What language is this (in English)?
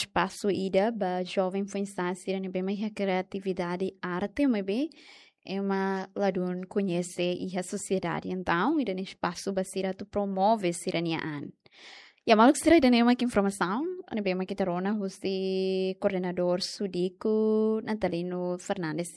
Tetum